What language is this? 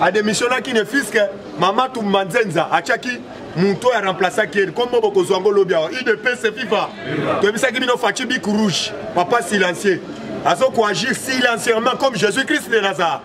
Lingala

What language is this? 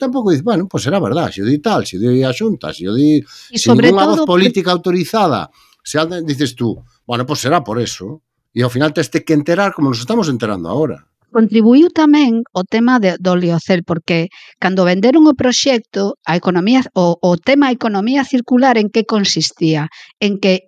Galician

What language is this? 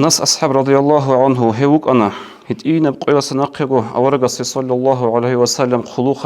Avaric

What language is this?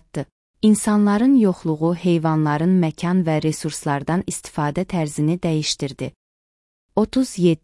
Azerbaijani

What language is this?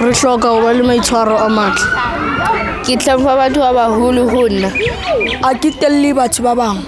Southern Sotho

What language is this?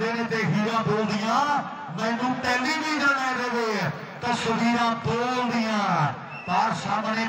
Punjabi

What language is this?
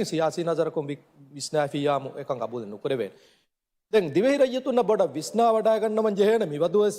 Divehi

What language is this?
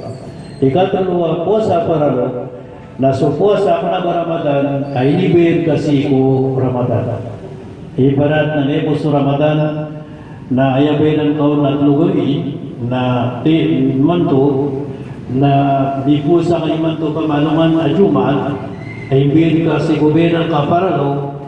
Maranao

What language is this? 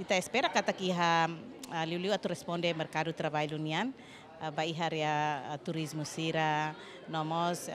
Tetum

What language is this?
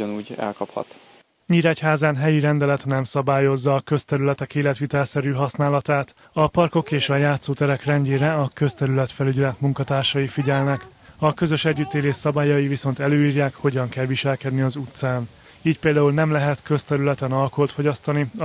Hungarian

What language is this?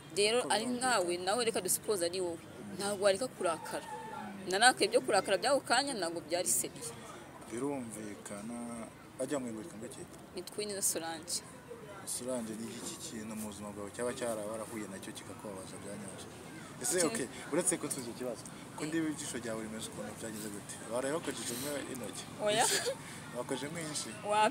Kinyarwanda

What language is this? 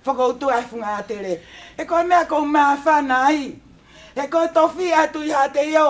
Tongan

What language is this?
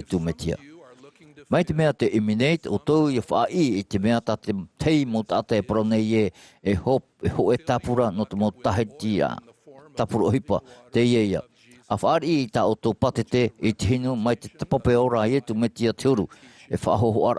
Tahitian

